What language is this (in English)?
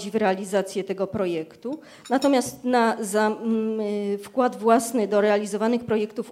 Polish